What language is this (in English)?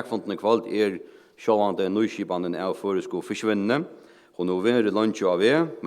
Faroese